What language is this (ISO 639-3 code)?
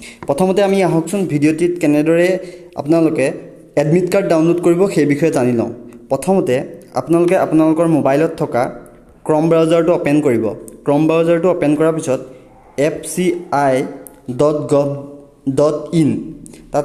asm